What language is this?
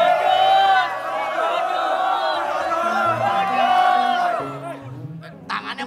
Indonesian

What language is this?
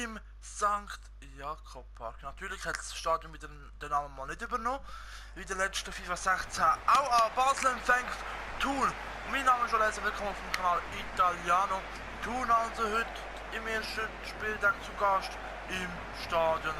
Swiss German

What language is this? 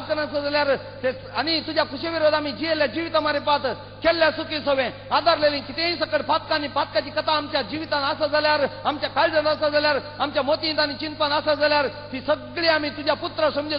Konkani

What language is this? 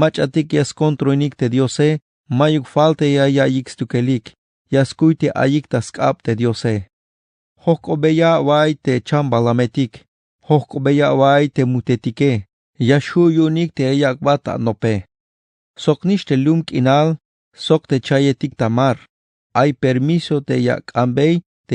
Tzeltal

